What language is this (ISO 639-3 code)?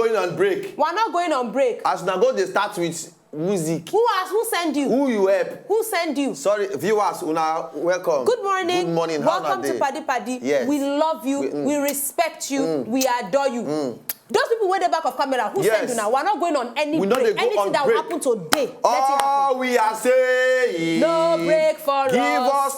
pcm